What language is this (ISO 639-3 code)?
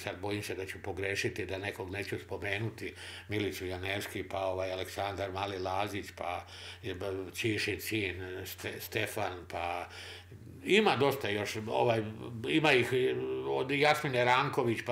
srp